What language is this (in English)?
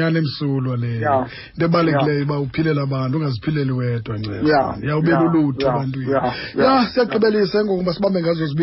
Xhosa